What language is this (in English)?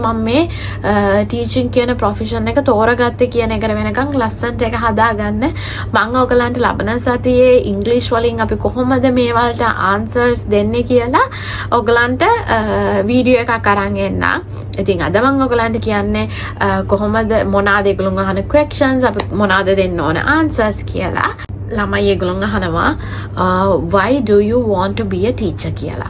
Sinhala